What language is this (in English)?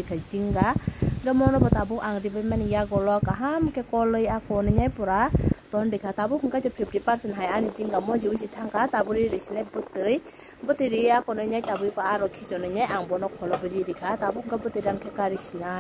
Kok Borok